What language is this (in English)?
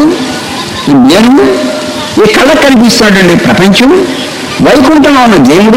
Telugu